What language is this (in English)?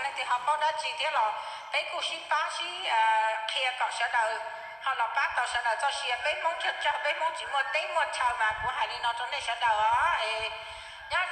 Hmong